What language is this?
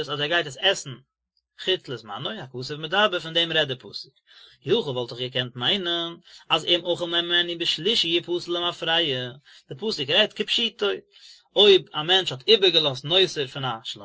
Yiddish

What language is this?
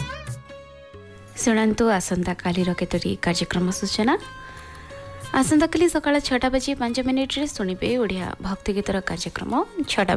Odia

